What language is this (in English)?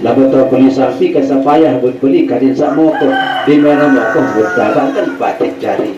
Sasak